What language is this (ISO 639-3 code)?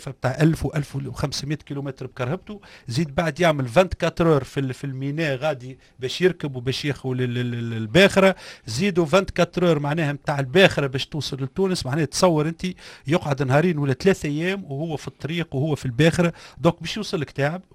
aeb